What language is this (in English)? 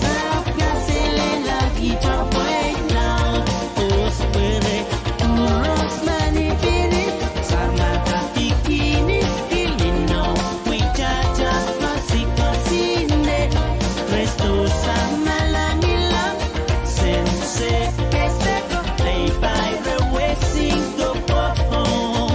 Pohnpeian